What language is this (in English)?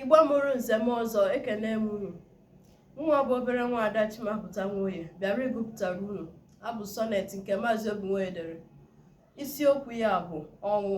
Igbo